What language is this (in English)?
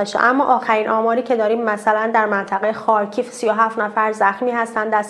Persian